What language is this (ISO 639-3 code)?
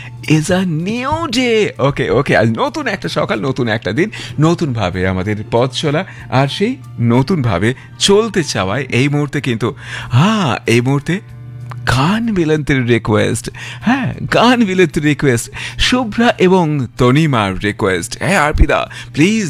ben